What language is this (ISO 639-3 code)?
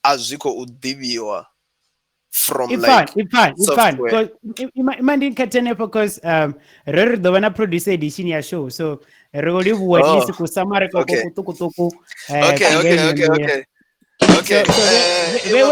ven